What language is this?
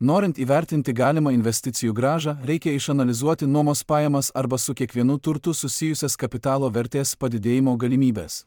Lithuanian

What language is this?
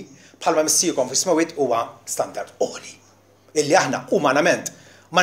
Maltese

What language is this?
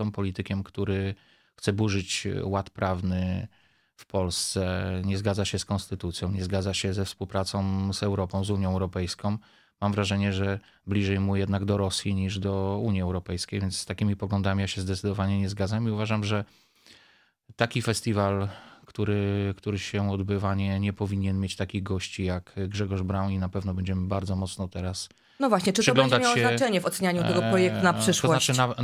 Polish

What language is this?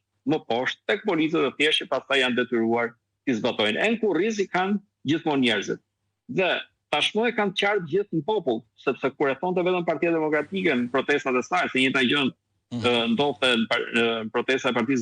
Albanian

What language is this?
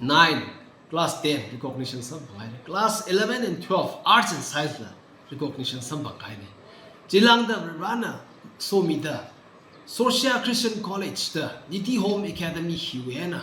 Tangkhul Naga (India)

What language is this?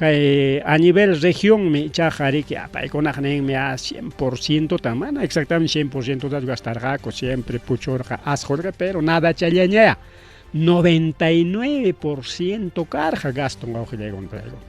Ayacucho Quechua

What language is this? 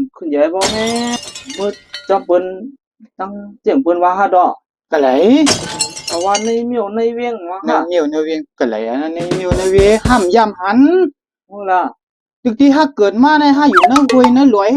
Shan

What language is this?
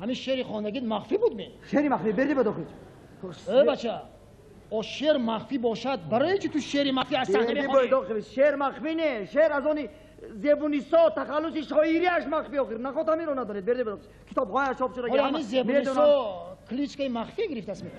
Tajik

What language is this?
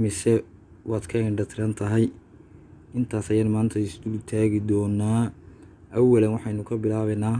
Somali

